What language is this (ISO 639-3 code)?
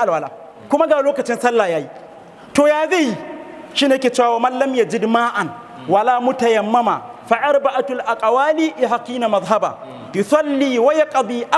hau